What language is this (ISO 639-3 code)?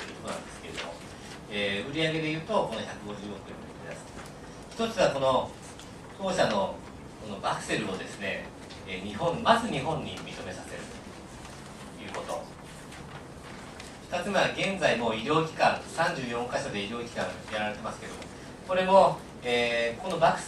jpn